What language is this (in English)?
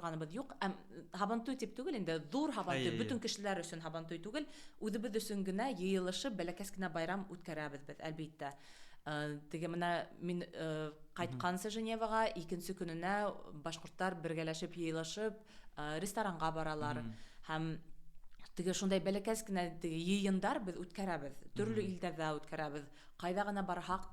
Bashkir